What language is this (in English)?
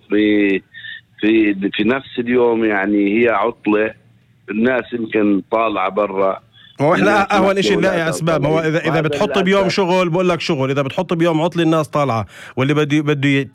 North Levantine Arabic